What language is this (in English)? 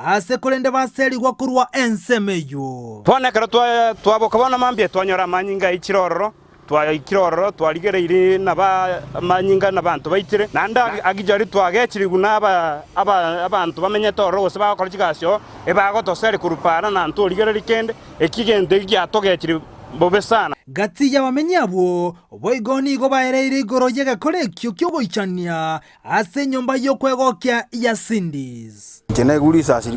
Gusii